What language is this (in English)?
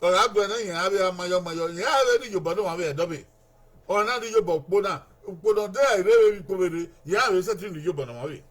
Bini